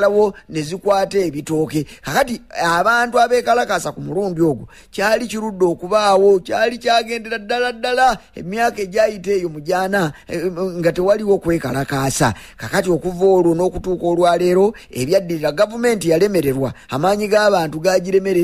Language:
Ganda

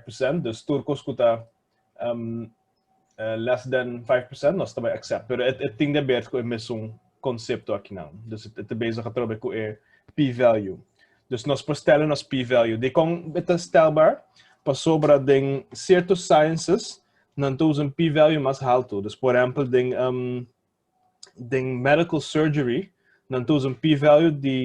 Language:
Papiamento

